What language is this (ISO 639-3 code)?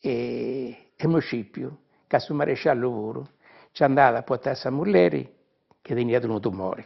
srd